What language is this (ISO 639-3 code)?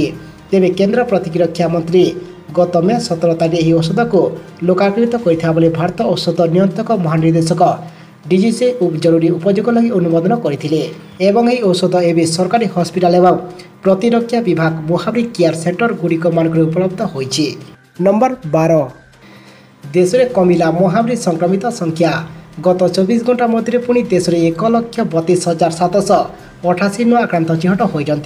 ori